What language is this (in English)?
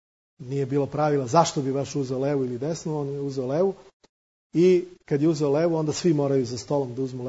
Serbian